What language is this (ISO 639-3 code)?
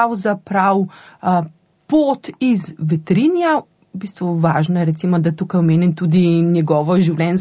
slv